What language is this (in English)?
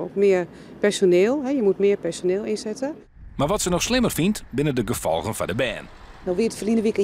Western Frisian